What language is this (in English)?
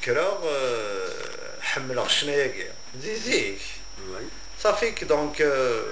Kabyle